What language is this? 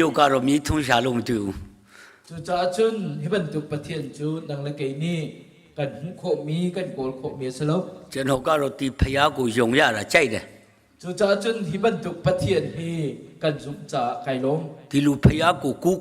Hakha Chin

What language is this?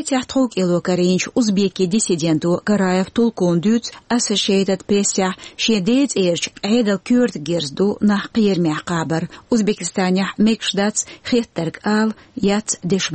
Chechen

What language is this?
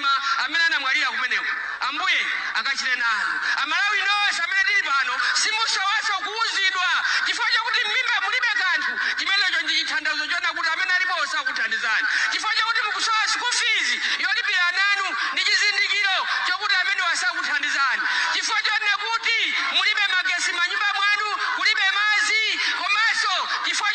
Nyanja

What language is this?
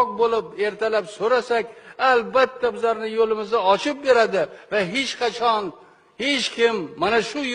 Uzbek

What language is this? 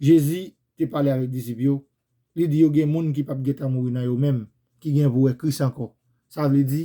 Haitian Creole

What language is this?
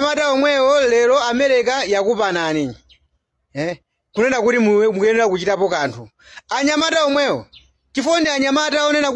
Nyanja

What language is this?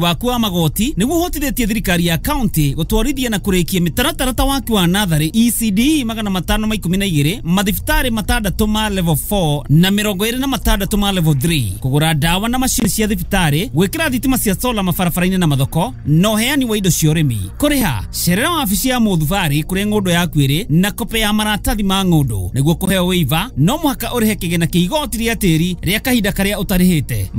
Kikuyu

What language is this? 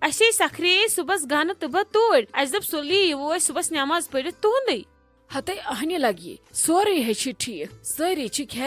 Kashmiri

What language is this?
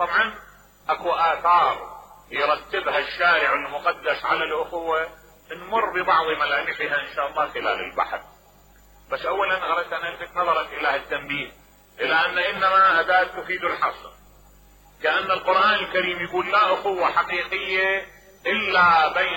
Mesopotamian Arabic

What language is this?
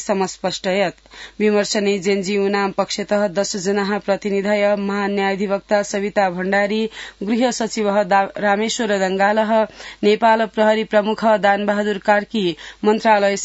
Sanskrit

